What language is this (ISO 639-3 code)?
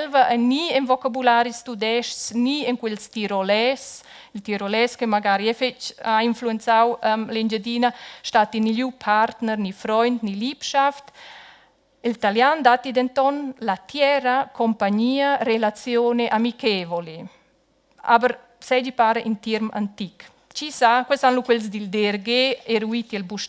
roh